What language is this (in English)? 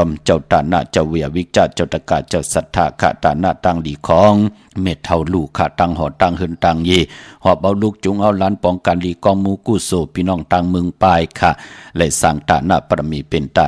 Shan